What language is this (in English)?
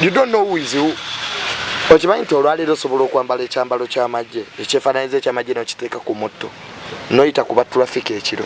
Ganda